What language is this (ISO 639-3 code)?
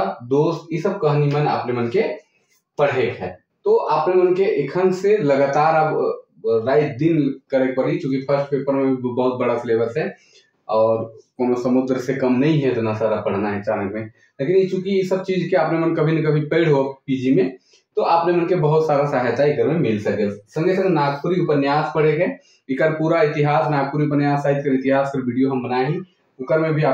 sck